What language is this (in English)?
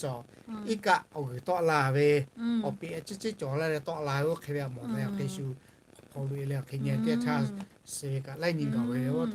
Lahu